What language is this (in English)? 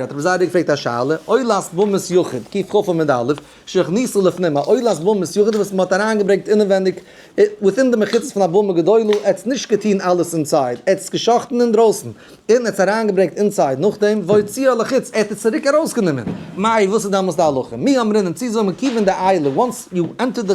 Yiddish